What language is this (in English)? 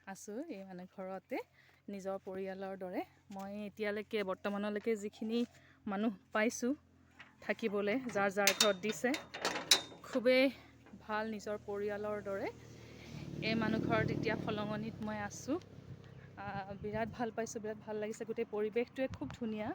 Assamese